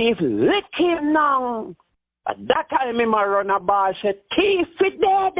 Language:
Jamaican Creole English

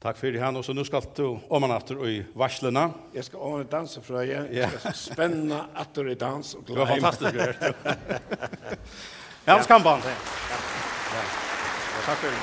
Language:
Faroese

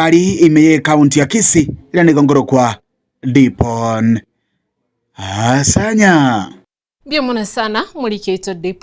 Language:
Gusii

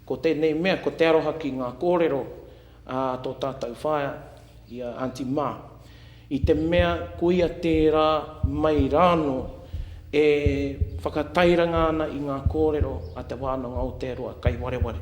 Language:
Māori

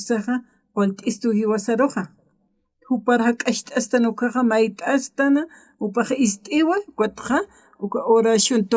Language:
Aymara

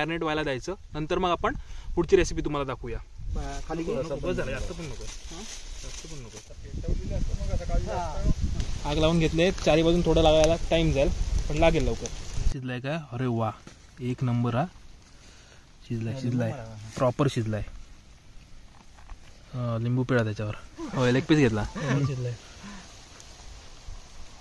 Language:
Marathi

